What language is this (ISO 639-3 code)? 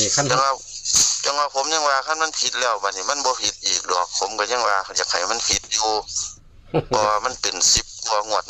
tts